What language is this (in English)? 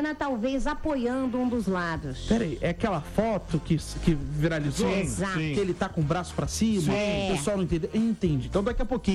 Portuguese